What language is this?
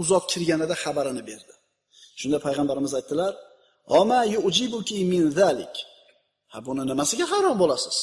Uzbek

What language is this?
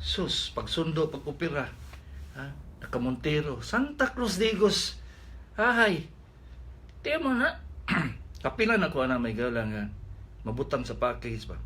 Cebuano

